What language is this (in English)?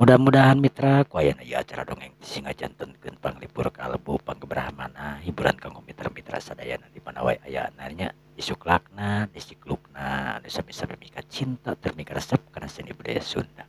Sundanese